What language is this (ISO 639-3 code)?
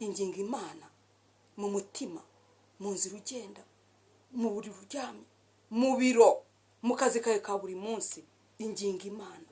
kin